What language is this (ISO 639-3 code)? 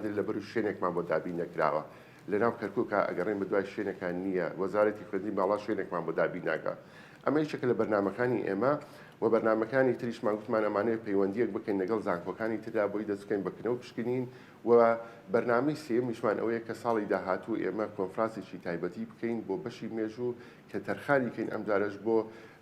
ckb